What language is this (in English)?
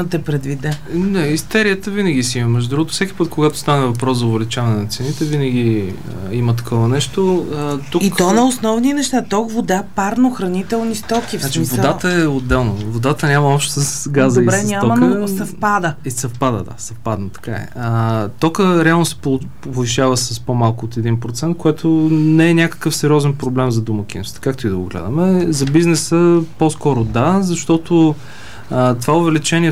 Bulgarian